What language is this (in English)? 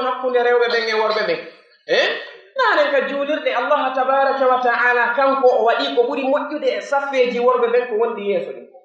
Pular